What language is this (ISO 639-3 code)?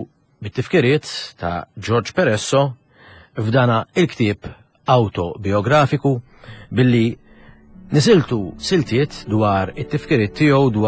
mlt